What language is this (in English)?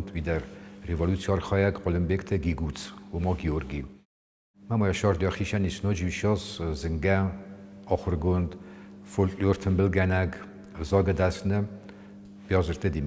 Ossetic